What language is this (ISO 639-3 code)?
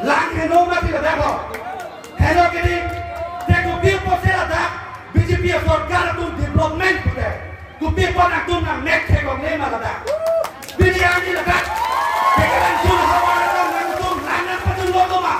mjw